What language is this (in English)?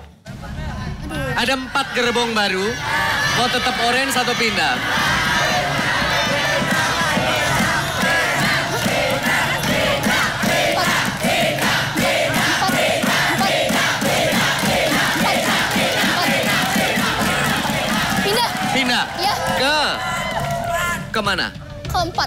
Indonesian